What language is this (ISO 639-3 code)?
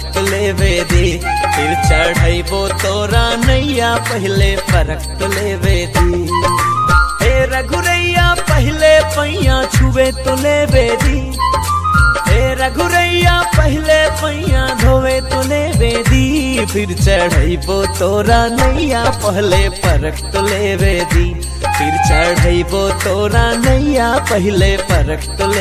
bho